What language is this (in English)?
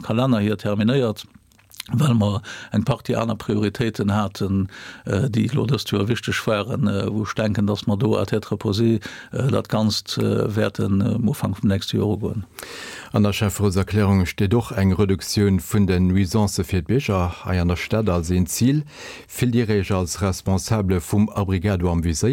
Luxembourgish